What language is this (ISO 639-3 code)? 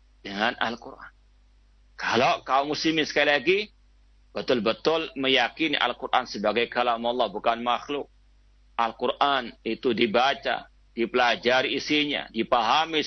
ind